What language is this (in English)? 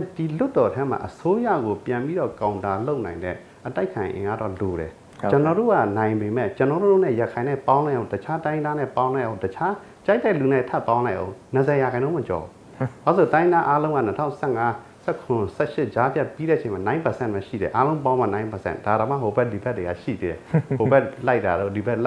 Burmese